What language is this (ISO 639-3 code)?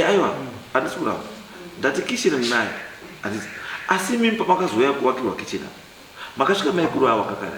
sna